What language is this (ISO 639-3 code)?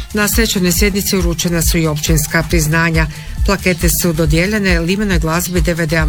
hrv